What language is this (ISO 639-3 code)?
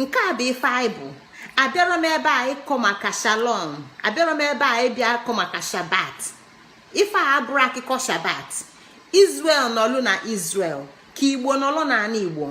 ibo